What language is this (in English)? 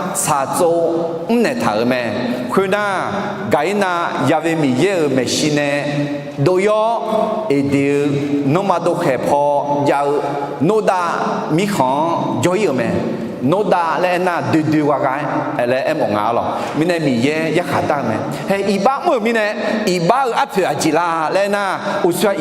Akha